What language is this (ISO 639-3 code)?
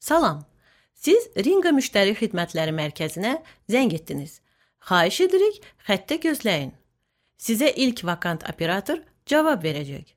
aze